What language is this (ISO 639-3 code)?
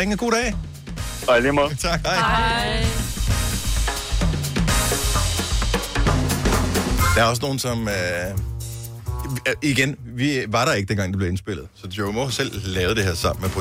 dan